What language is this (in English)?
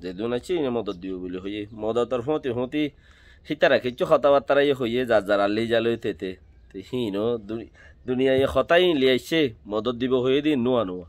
Rohingya